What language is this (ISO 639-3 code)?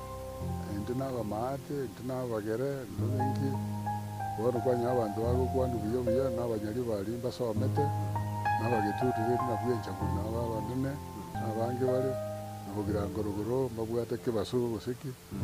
guz